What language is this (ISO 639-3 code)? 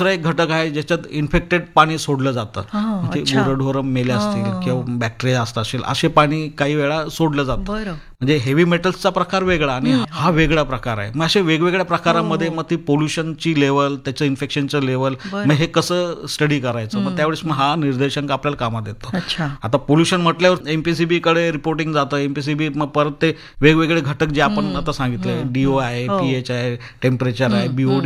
mar